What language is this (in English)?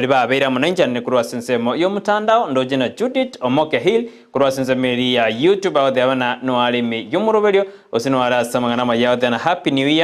Gusii